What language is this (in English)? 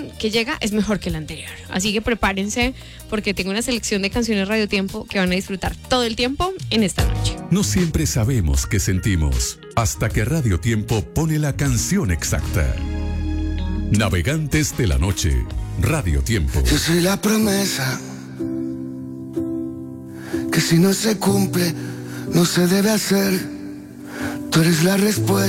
Spanish